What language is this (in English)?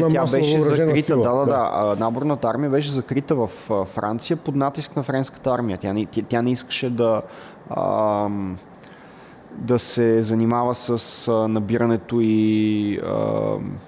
Bulgarian